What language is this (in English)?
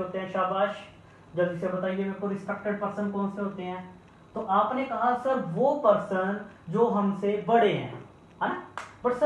Hindi